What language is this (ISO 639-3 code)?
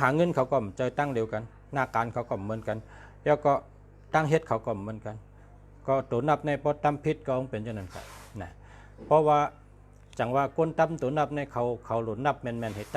shn